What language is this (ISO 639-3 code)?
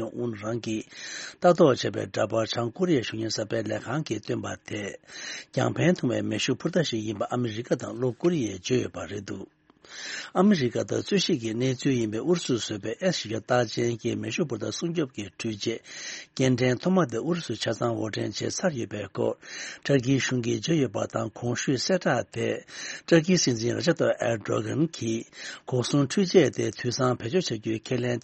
bod